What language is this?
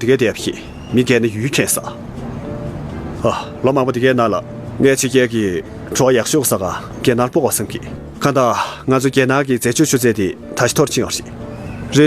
Tibetan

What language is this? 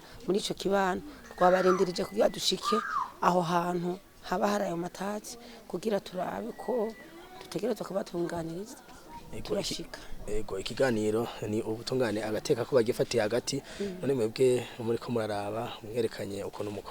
Rundi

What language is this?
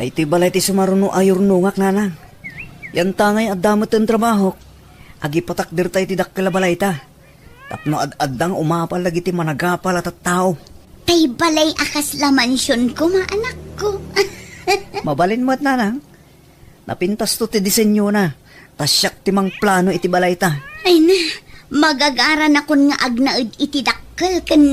Iloko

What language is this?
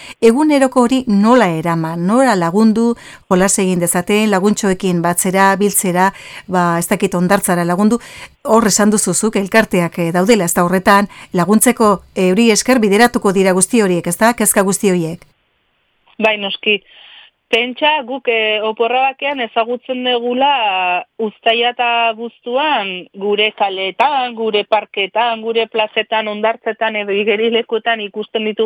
Basque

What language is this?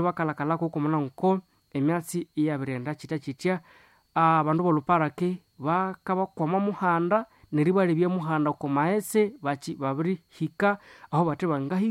Nande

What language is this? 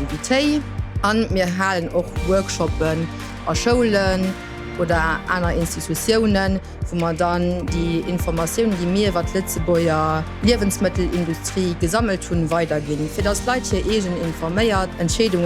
Luxembourgish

